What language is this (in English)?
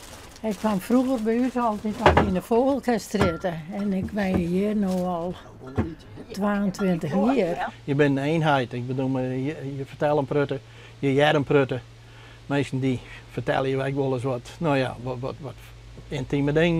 Western Frisian